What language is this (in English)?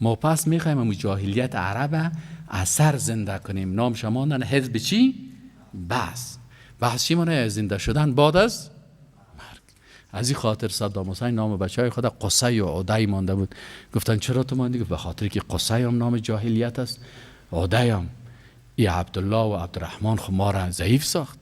Persian